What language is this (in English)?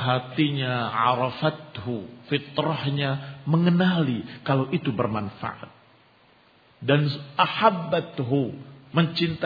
Indonesian